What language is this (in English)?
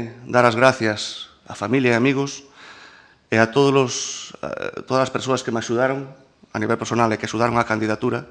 Galician